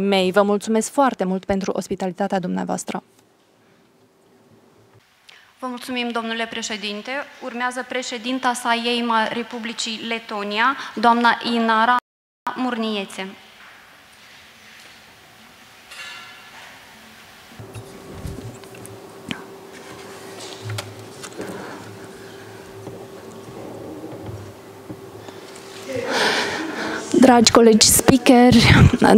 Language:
Romanian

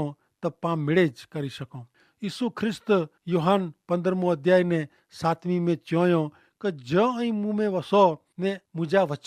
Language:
Kachhi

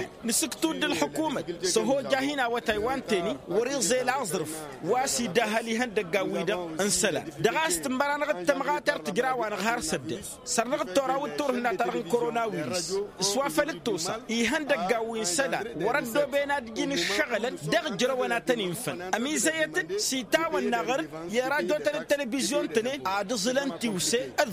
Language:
Tamasheq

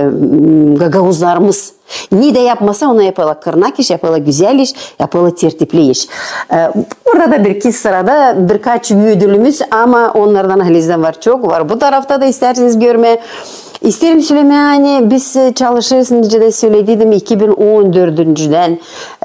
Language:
Gagauz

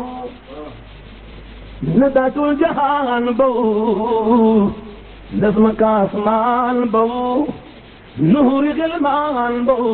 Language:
Pashto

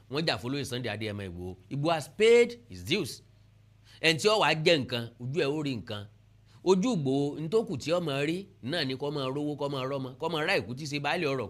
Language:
Yoruba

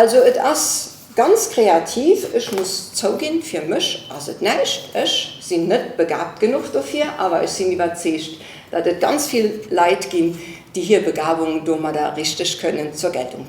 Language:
Luxembourgish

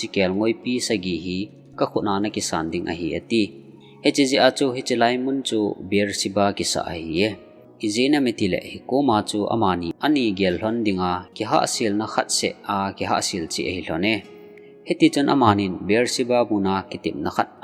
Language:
Thado Chin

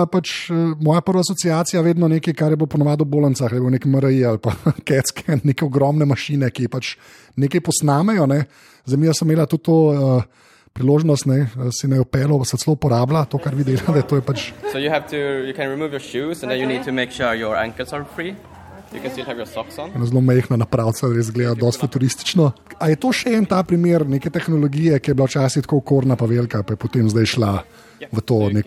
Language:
Slovenian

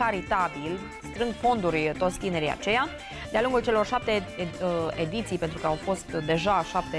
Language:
Romanian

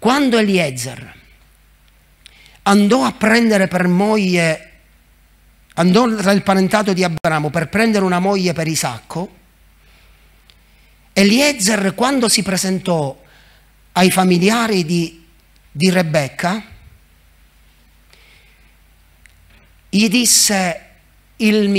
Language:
Italian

